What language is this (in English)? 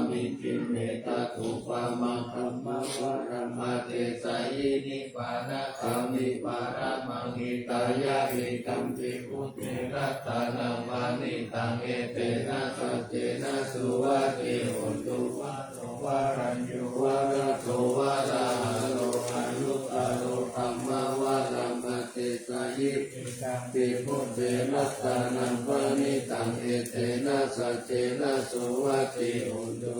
Pali